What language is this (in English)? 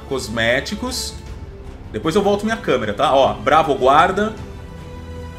Portuguese